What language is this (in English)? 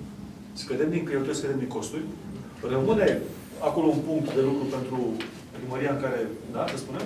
Romanian